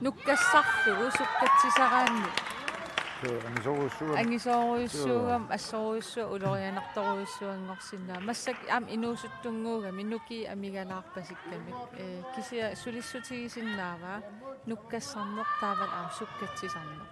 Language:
Kalaallisut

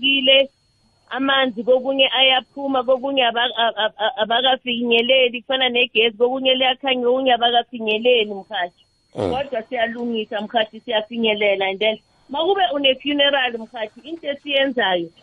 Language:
South Ndebele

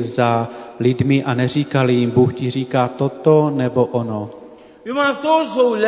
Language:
Czech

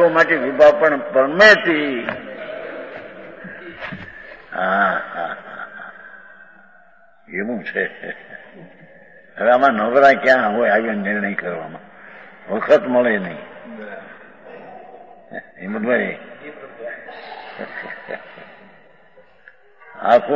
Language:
Gujarati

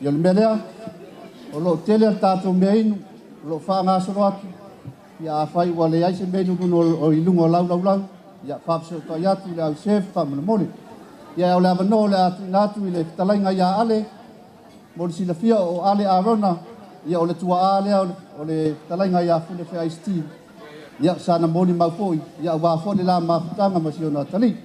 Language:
Samoan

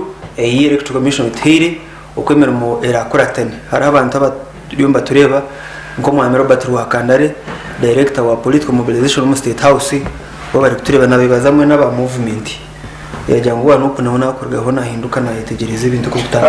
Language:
Nyankole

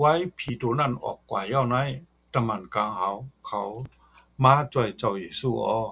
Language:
Shan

